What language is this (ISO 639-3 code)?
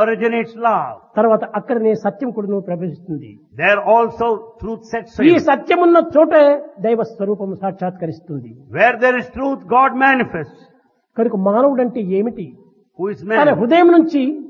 tel